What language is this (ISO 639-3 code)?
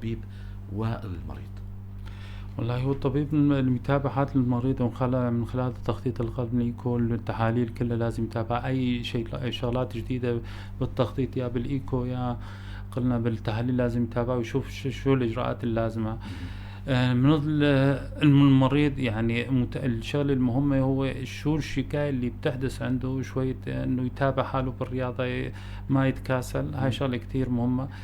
apc